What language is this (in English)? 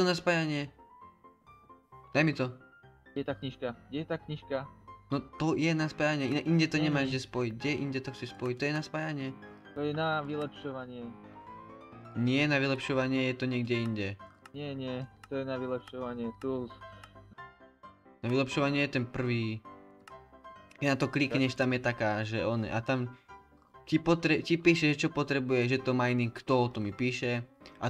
Slovak